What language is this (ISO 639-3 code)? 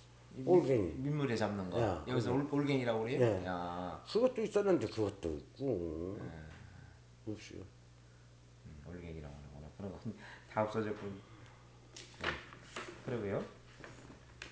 kor